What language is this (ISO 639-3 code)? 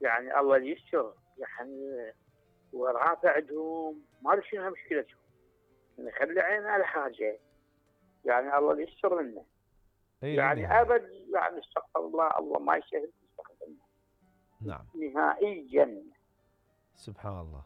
acm